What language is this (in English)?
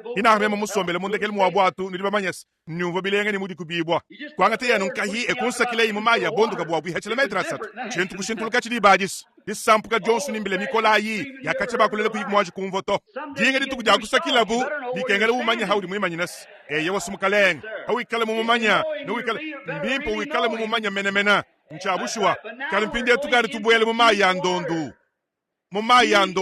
Luba-Lulua